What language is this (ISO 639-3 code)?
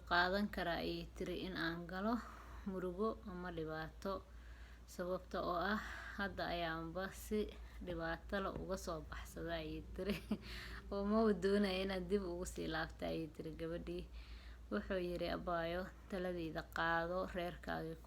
som